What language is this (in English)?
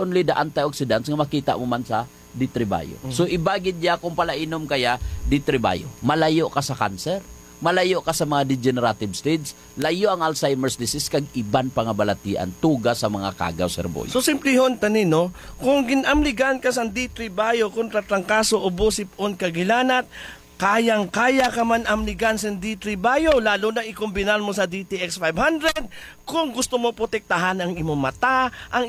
Hiligaynon